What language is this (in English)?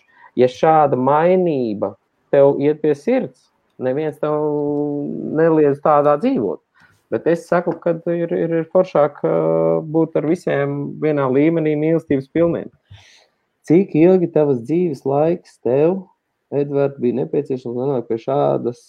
Latvian